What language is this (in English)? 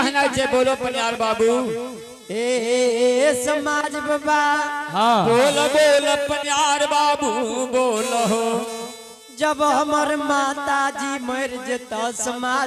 Angika